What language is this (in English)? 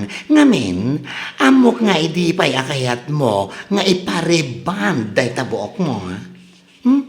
Iloko